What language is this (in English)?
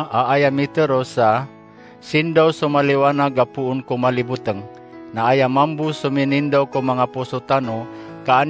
Maranao